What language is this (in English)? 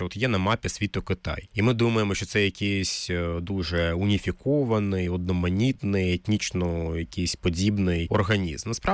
Ukrainian